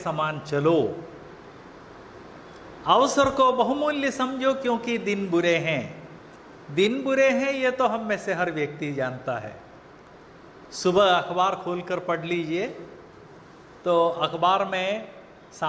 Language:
Hindi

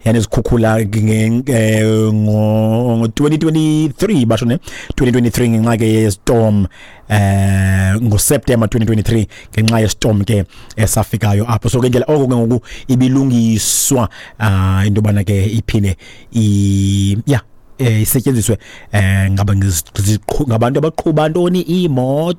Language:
Xhosa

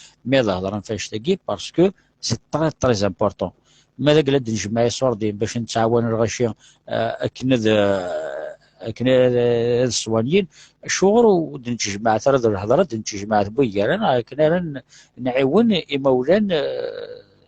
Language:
Kabyle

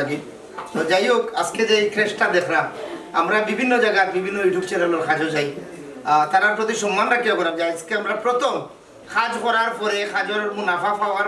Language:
Sylheti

